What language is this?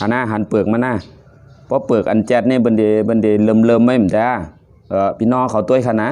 Shan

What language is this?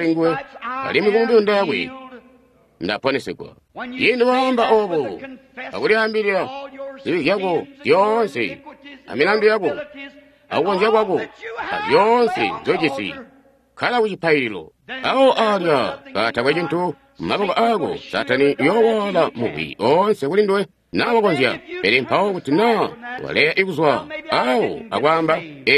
Tonga (Zambia)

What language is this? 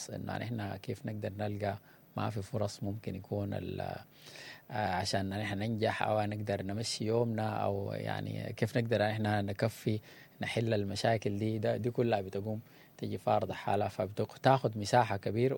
Sudanese Arabic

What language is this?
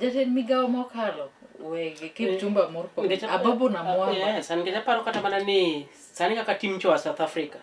Luo (Kenya and Tanzania)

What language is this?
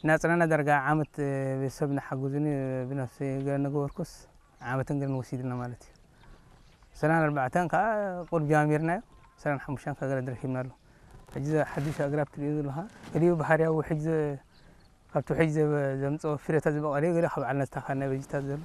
Tigrinya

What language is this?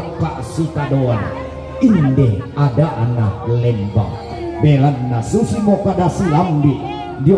Toraja-Sa'dan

